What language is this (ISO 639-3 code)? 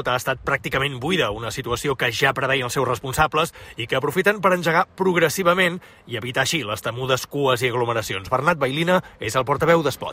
cat